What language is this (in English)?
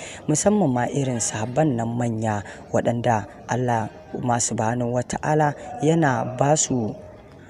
Hausa